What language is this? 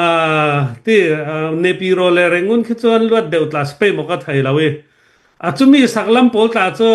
Hakha Chin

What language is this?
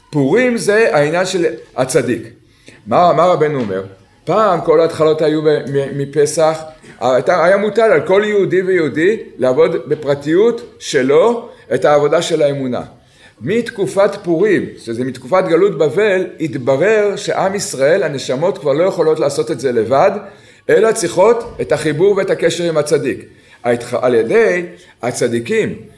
Hebrew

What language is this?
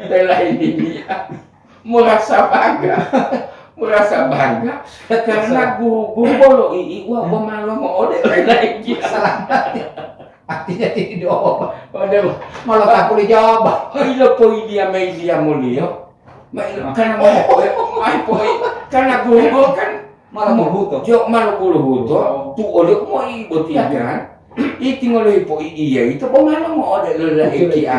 Gorontalo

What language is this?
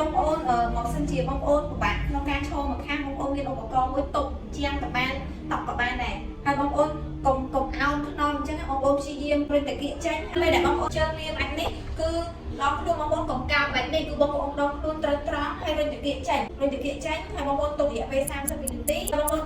Khmer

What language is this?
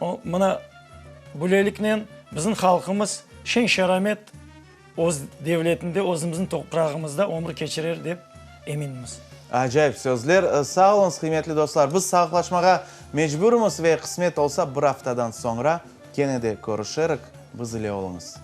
Crimean Tatar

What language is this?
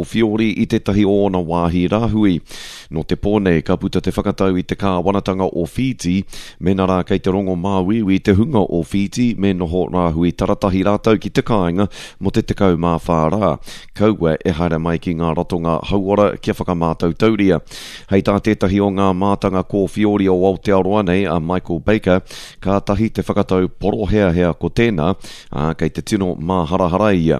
Māori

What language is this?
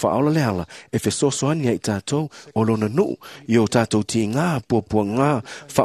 Samoan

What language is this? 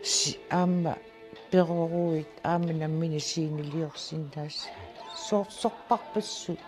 Kalaallisut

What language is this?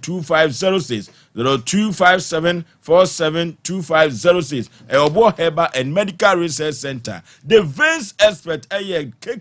Akan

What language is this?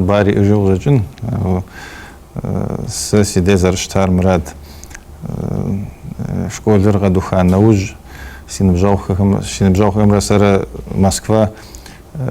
Kabardian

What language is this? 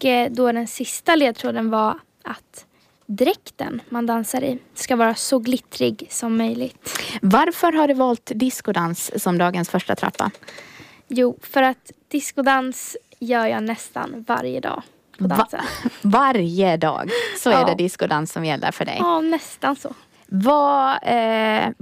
Swedish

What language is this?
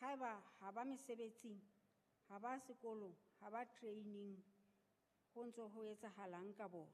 Southern Sotho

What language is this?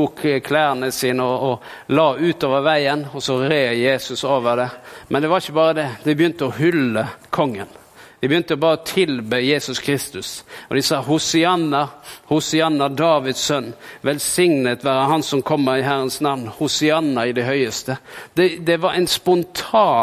Norwegian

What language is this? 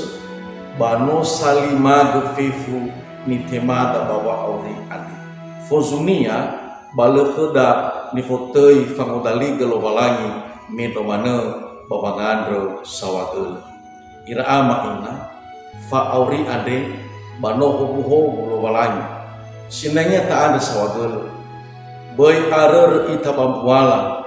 Nias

